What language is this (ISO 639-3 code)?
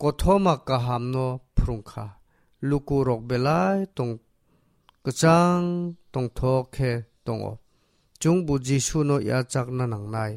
trp